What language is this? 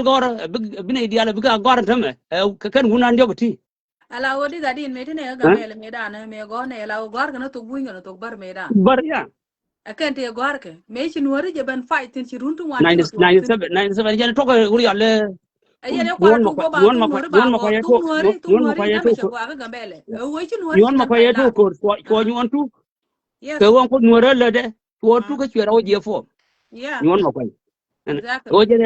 Nuer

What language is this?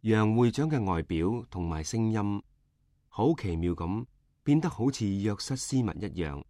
Cantonese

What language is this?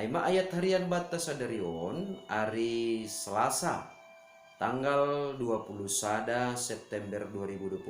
Batak Simalungun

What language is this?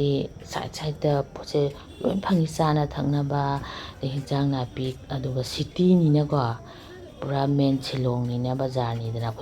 Manipuri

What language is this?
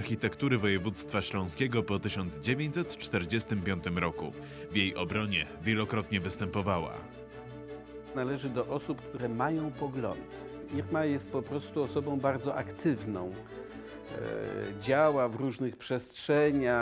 Polish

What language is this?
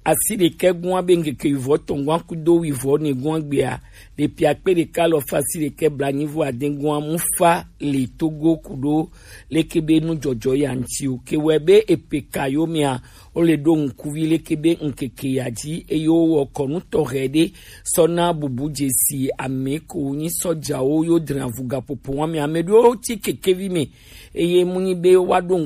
Gen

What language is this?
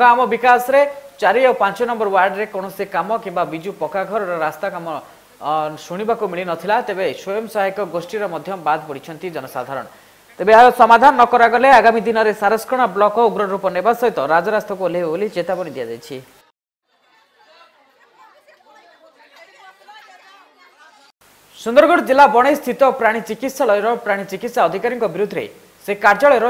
Odia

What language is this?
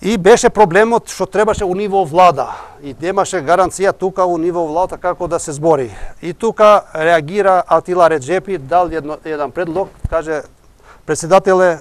Macedonian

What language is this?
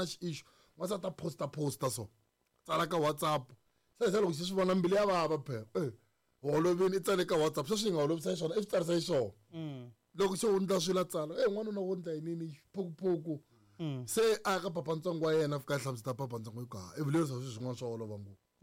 Tsonga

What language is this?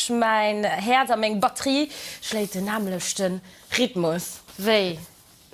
Luxembourgish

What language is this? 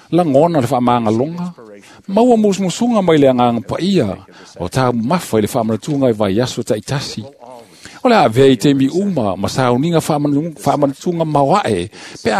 Samoan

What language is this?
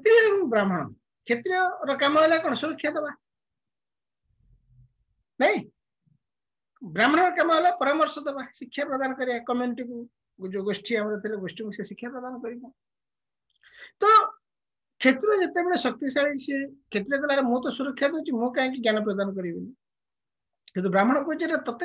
Odia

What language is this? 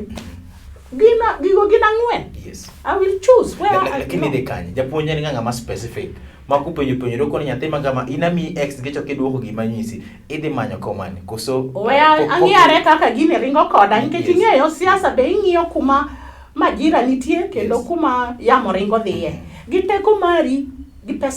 Luo (Kenya and Tanzania)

